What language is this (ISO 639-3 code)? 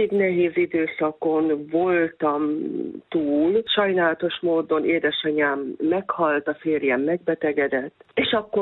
hun